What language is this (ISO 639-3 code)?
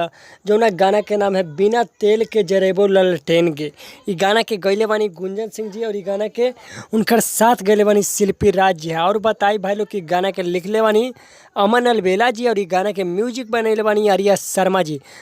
bho